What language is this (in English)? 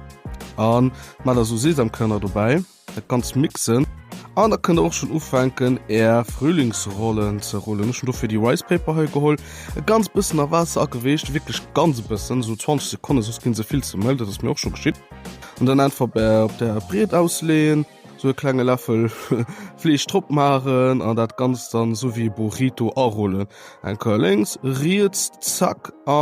Luxembourgish